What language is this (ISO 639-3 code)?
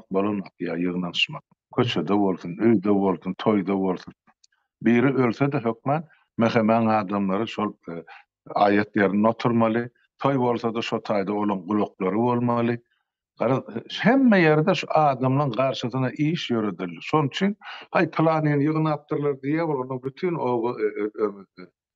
tuk